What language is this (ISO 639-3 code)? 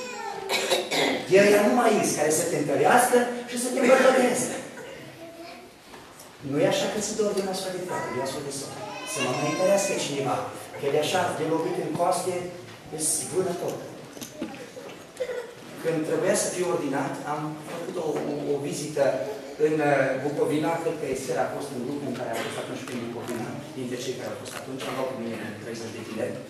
ron